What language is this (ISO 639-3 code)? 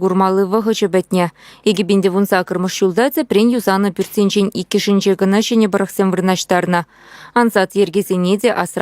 chv